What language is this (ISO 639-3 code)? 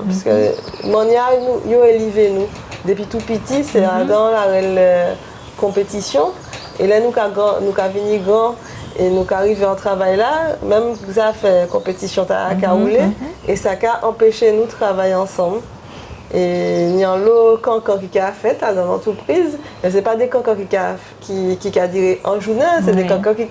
gcf